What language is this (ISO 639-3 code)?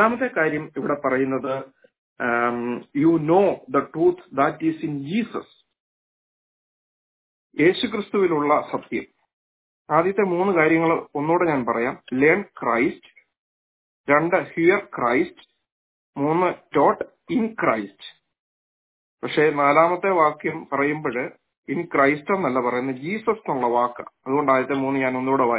mal